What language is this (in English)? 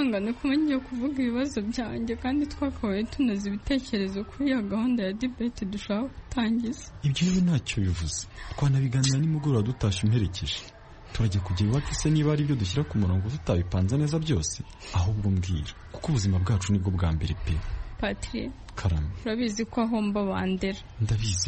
Kinyarwanda